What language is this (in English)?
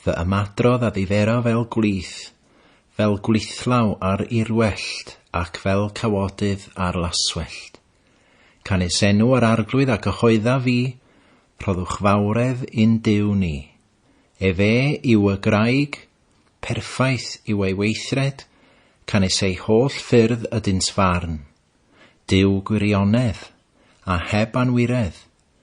Welsh